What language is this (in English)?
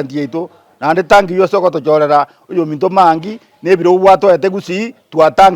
Gusii